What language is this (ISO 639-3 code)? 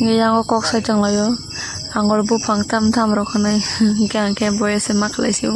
trp